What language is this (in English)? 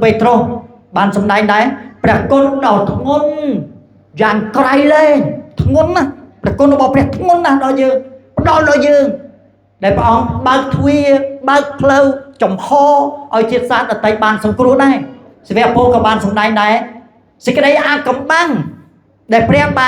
Khmer